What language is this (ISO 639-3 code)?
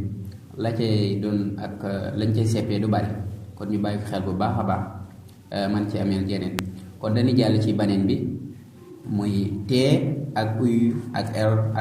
wol